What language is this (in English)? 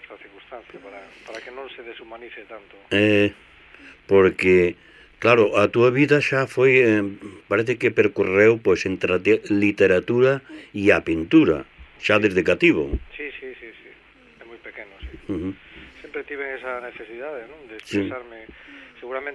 Galician